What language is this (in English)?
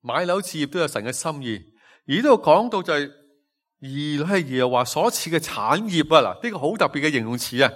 Cantonese